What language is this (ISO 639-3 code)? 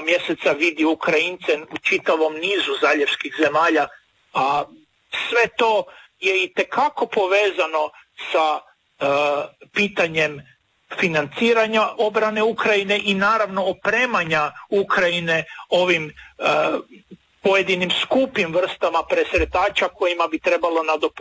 hrv